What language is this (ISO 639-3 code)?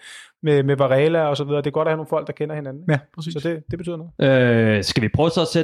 dan